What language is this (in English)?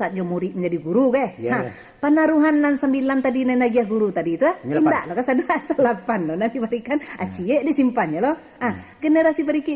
Minangkabau